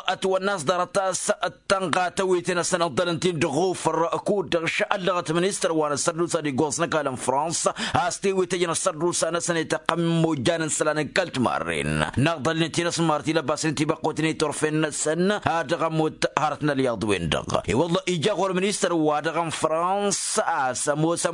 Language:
Tamasheq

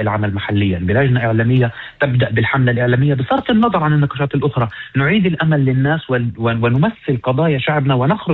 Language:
North Levantine Arabic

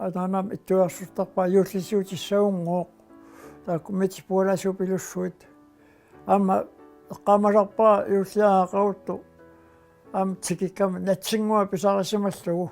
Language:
Kalaallisut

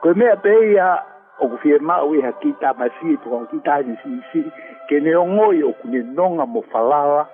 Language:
Tongan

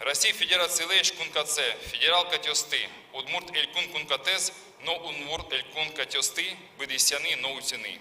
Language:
Udmurt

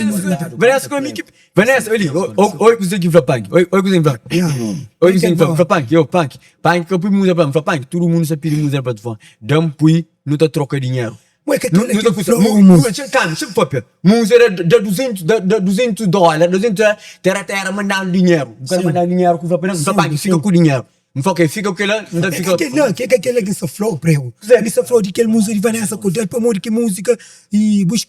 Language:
Kabuverdianu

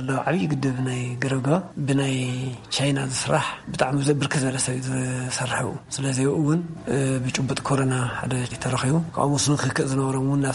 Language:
Tigrinya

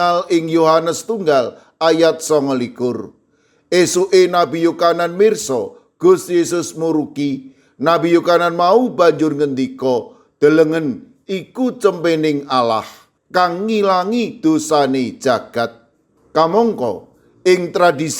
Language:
Javanese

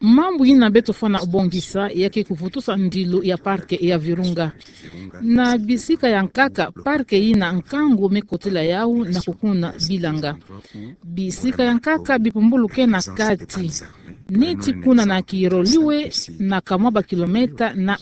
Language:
Kituba (Democratic Republic of Congo)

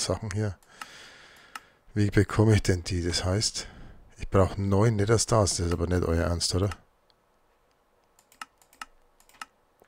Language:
German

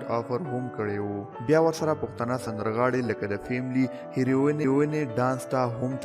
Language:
Pashto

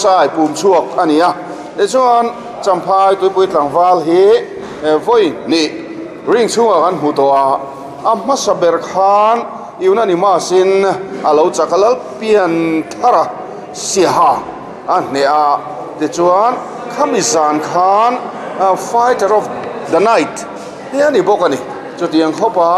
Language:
Mizo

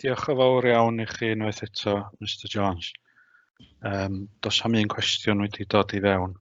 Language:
Welsh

